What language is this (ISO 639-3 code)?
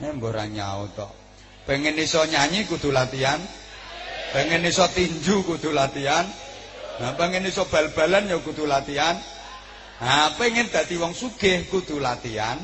jav